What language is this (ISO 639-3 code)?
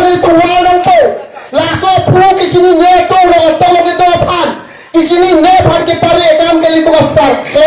mjw